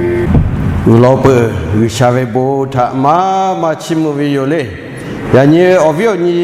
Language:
Lahu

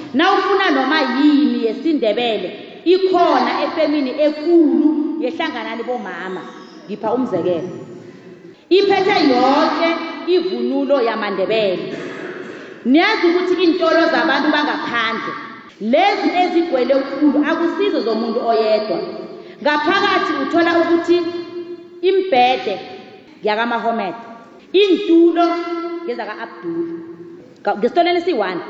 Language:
South Ndebele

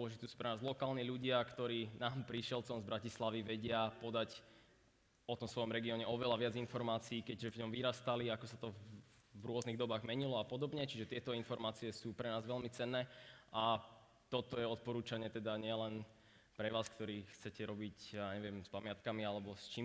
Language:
Slovak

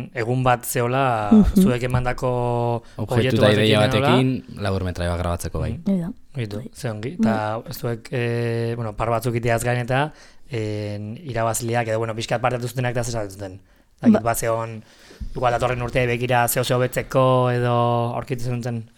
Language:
Basque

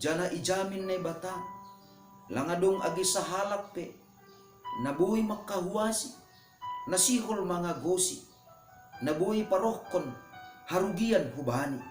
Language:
Batak Simalungun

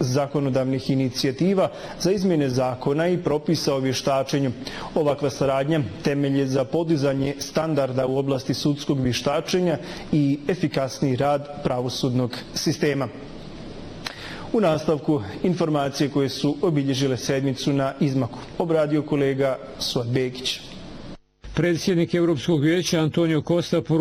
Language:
Bosnian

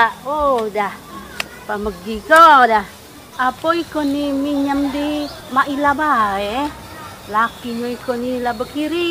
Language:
Musi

